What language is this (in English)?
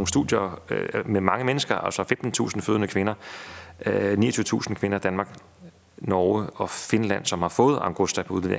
Danish